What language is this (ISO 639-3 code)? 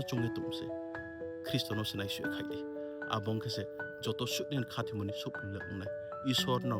ria